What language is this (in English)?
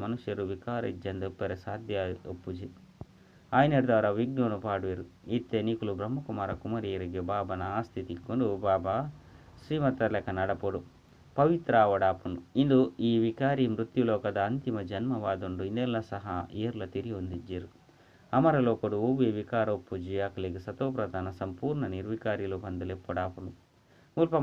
Tulu